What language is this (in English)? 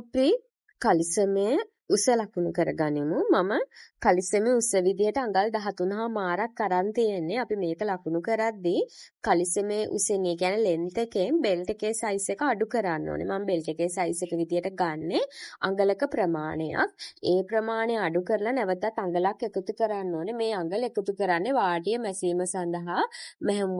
Sinhala